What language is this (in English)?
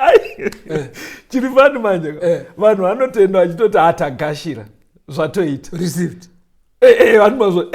Shona